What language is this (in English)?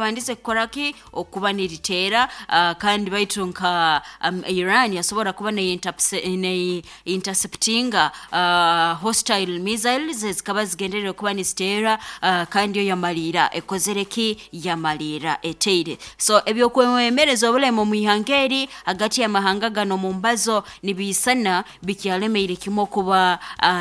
Nyoro